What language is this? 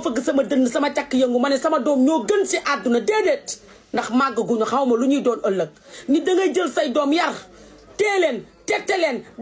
Wolof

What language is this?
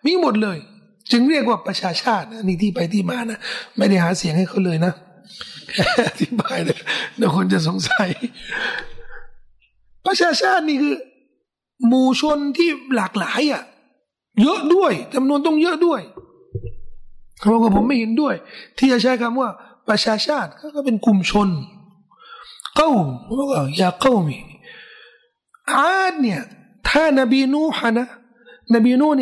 Thai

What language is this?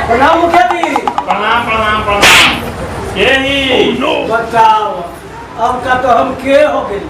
Magahi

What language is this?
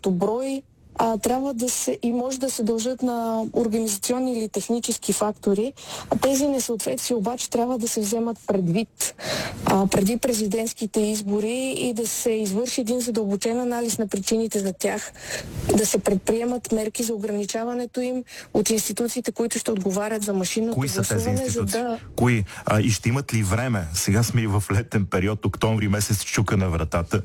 Bulgarian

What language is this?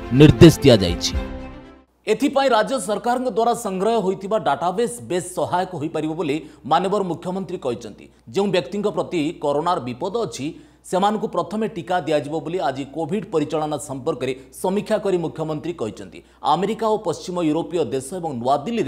Odia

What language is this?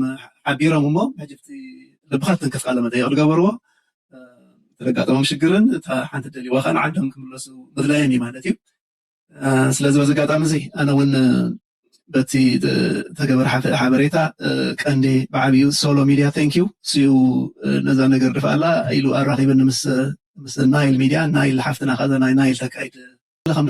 Tigrinya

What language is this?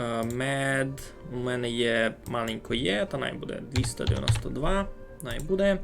Rusyn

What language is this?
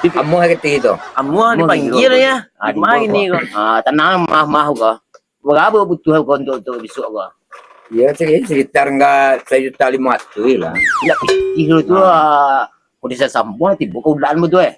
Minangkabau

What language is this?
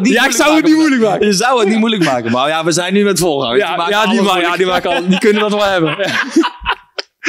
Dutch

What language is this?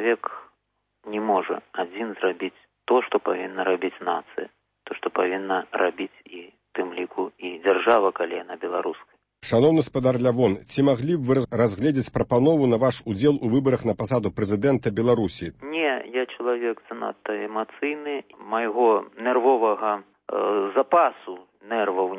Belarusian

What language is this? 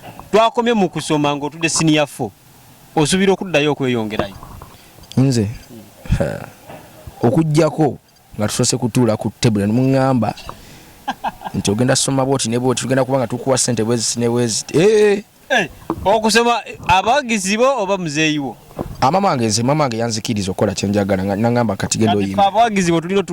Ganda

